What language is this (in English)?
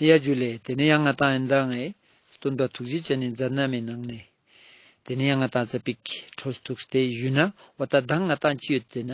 Ladakhi